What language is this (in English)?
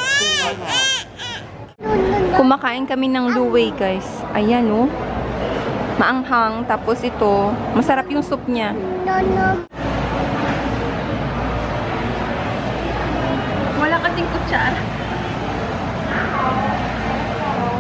Filipino